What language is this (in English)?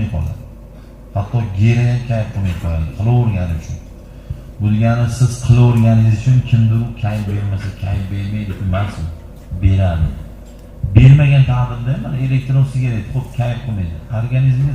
Uzbek